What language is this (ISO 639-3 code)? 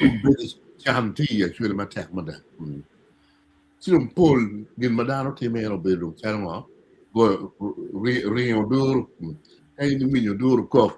ach